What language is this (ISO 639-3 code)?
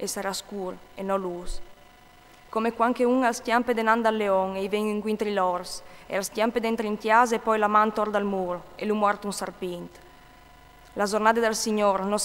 fur